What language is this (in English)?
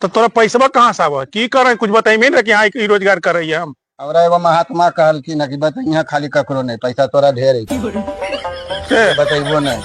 Magahi